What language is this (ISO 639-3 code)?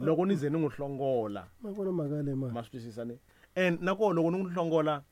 tso